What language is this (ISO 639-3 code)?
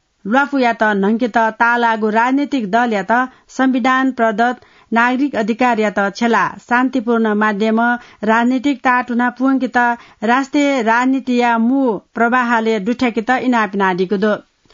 new